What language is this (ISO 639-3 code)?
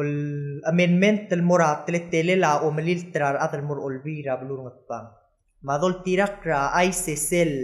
pau